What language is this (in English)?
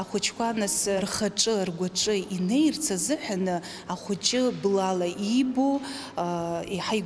Abkhazian